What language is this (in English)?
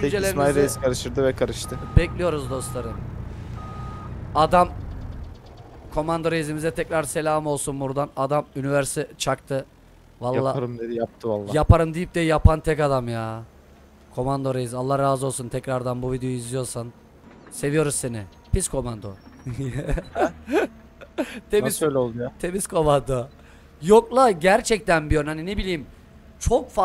Turkish